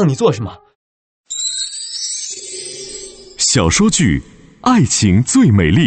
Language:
Chinese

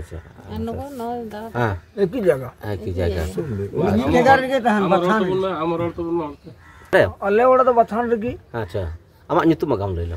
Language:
Santali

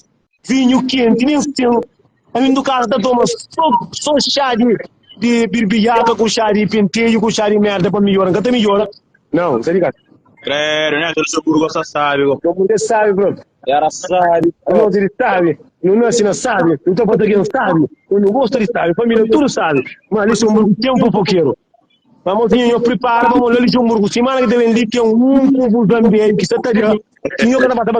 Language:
Kabuverdianu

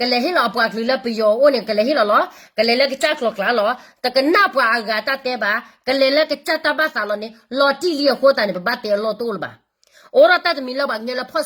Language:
S'gaw Karen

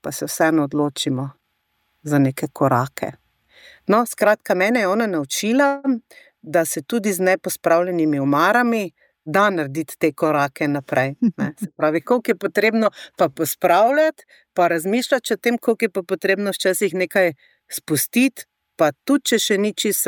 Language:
Slovenian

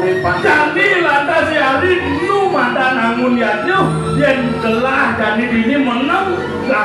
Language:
Balinese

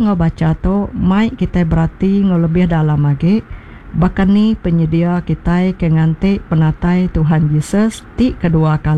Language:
Iban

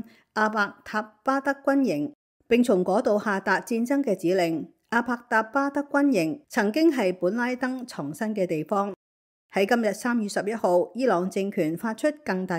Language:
Cantonese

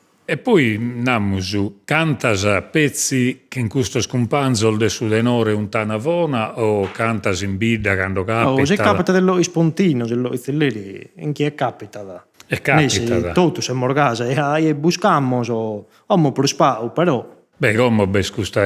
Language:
Sardinian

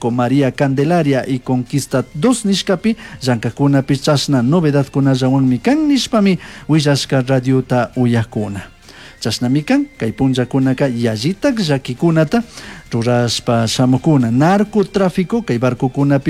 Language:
Chimborazo Highland Quichua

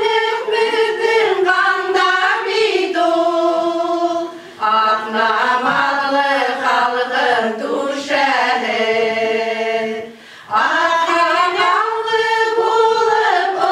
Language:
Bashkir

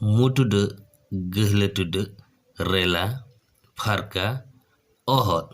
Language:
Santali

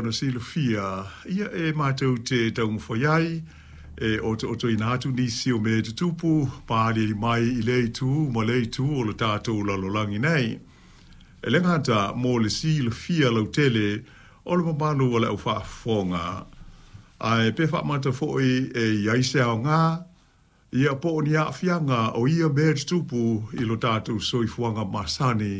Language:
Samoan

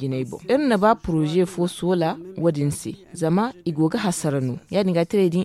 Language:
Zarma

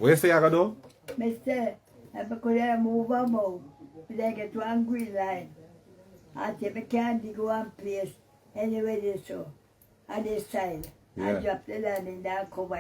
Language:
Jamaican Creole English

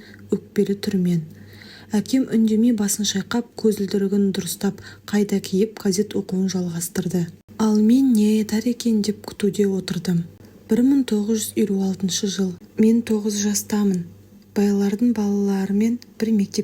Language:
Kazakh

